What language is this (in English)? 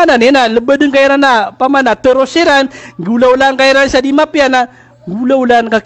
Maranao